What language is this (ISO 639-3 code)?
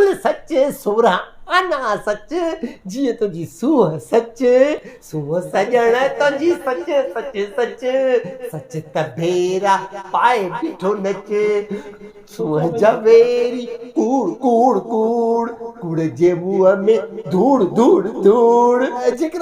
snd